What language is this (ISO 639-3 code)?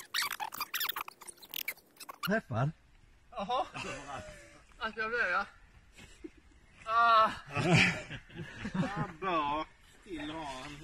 swe